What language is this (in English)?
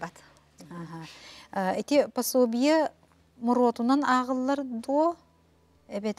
Yakut